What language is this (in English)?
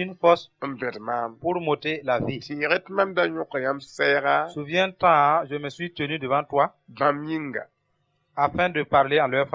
Mossi